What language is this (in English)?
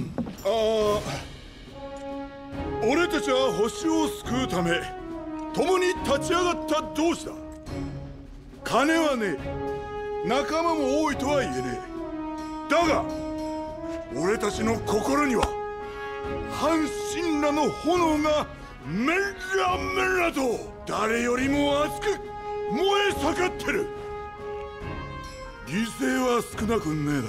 Japanese